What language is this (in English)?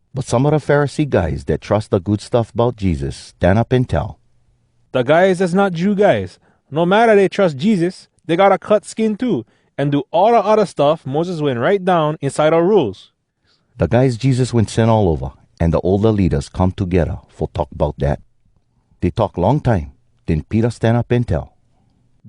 Hawai'i Creole English